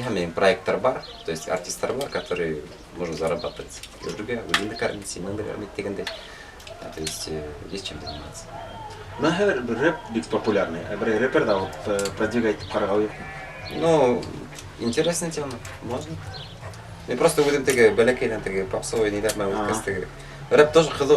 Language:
Bashkir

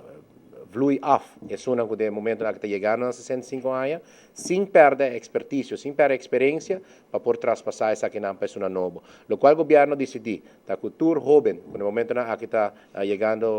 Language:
Papiamento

